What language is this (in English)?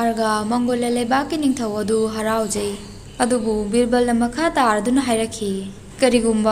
Manipuri